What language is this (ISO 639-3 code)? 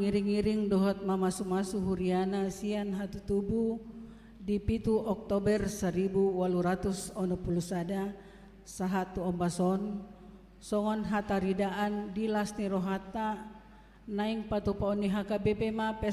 bbc